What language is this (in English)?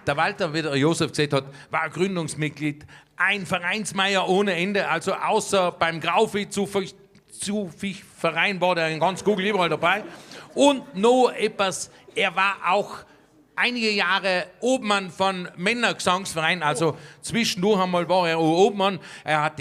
Bavarian